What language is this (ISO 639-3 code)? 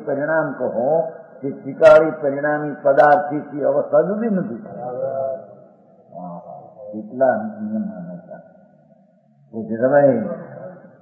guj